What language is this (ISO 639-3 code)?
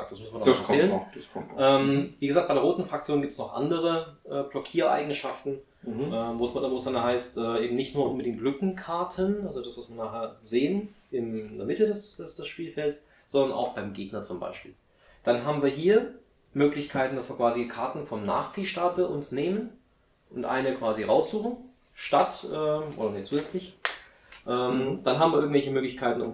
deu